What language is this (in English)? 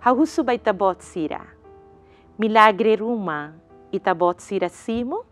Tetum